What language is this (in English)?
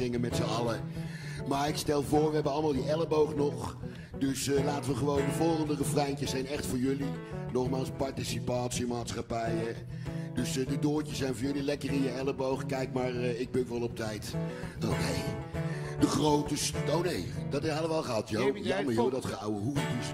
Dutch